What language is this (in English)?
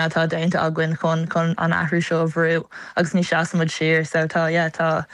Irish